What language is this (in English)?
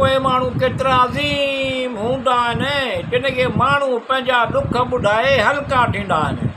Sindhi